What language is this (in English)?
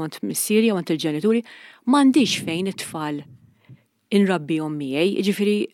Maltese